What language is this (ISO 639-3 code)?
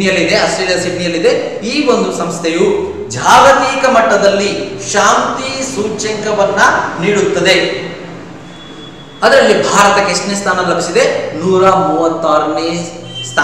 kan